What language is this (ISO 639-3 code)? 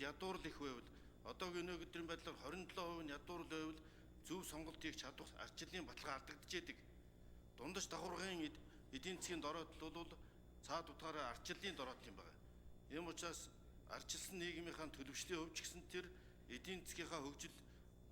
mon